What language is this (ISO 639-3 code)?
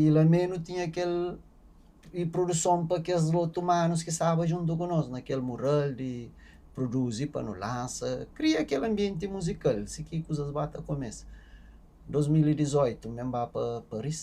kea